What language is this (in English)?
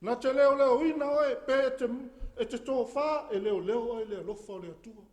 Samoan